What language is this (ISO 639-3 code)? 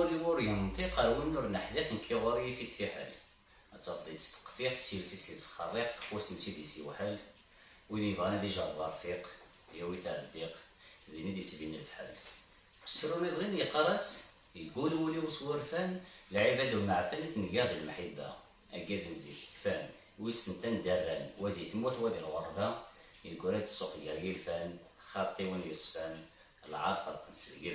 kab